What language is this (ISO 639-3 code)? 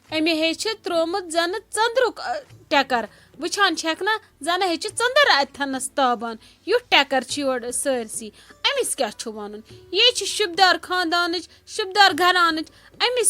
kas